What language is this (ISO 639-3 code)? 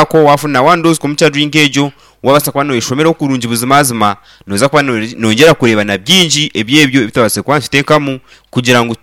nyn